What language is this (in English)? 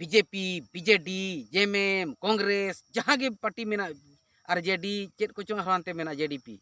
Santali